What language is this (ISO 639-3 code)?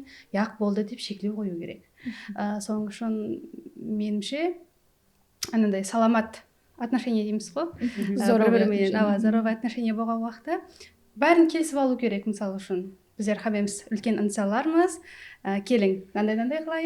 kaa